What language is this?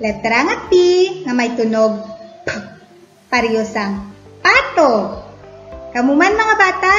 Hiligaynon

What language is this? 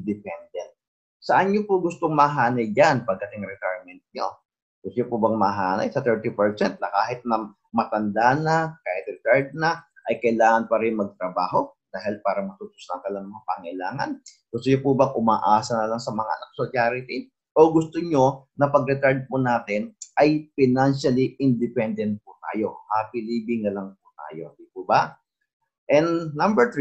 Filipino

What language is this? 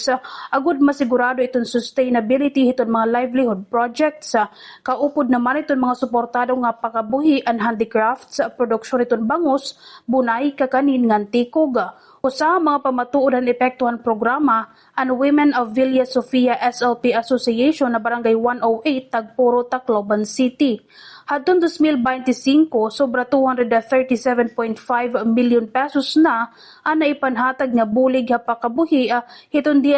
Waray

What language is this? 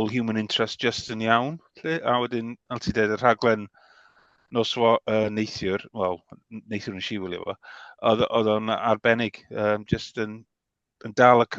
Welsh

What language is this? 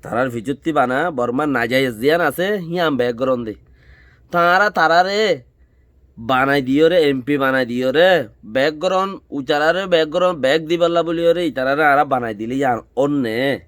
Rohingya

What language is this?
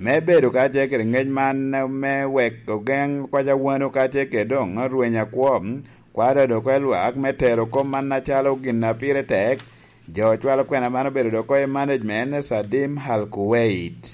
Lango (Uganda)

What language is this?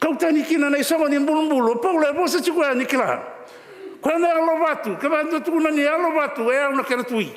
Fijian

